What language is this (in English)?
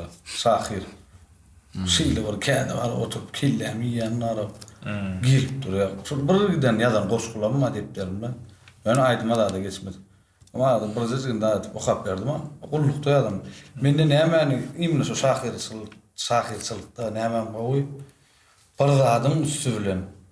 Turkmen